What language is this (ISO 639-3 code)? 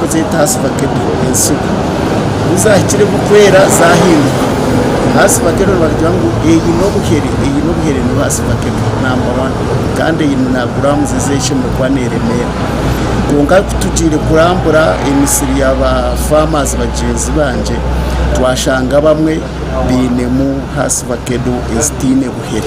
nyn